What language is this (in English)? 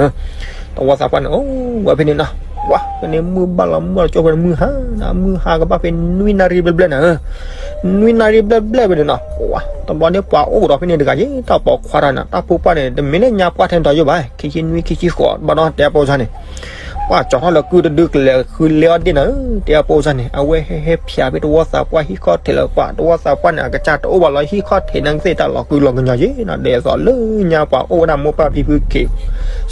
S'gaw Karen